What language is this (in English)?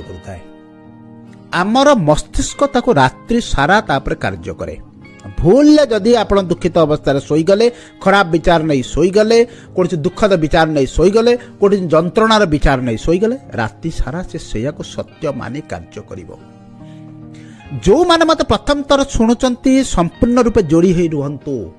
Odia